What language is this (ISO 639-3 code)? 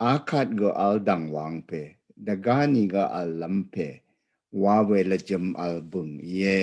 raw